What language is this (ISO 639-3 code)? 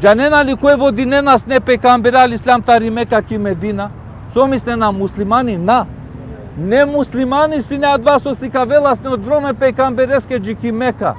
rmn